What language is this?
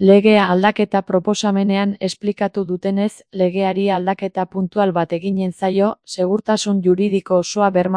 Basque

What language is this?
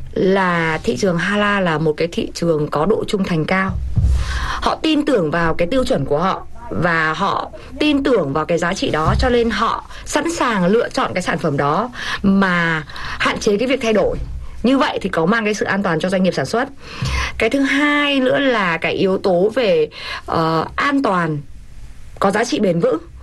Vietnamese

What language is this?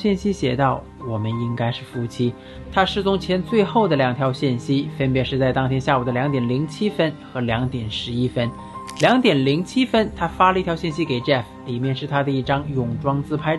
Chinese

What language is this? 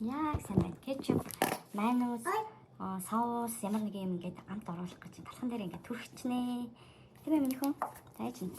Mongolian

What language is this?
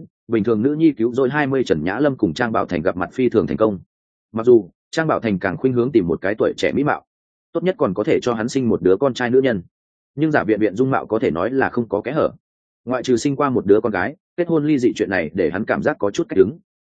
Vietnamese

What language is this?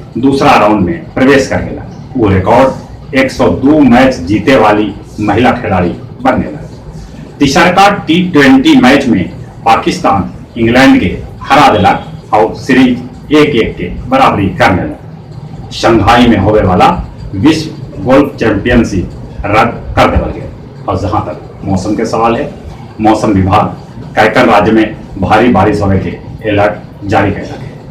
Magahi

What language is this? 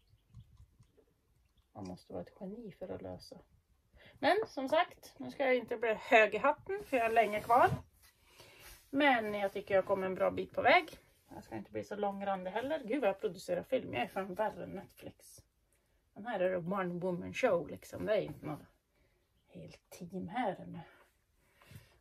Swedish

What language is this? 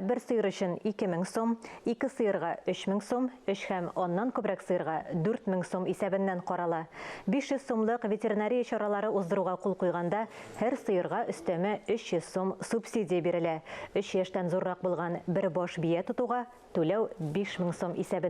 Tatar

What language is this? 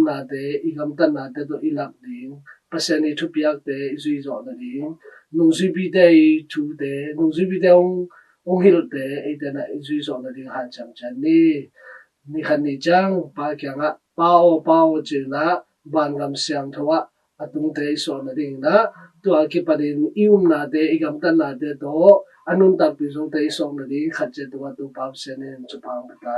Tedim Chin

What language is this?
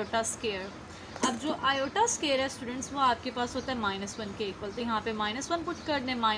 Hindi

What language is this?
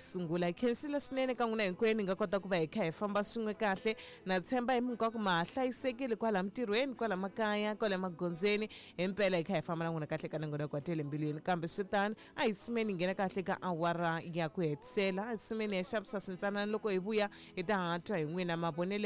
Tsonga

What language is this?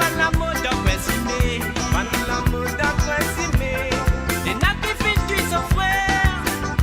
Morisyen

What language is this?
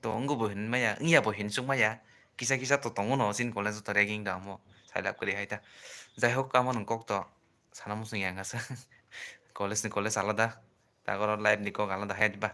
Kok Borok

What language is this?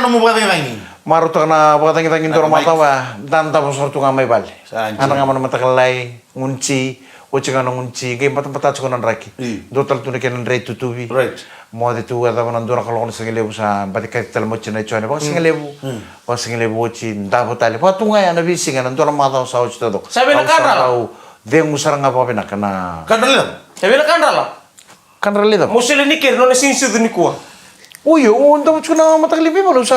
Fijian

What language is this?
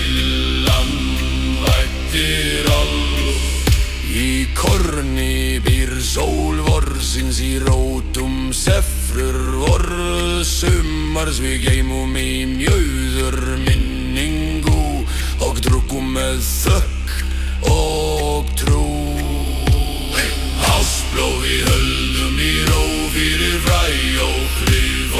Icelandic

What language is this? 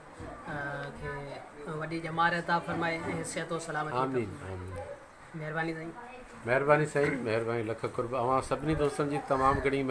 Sindhi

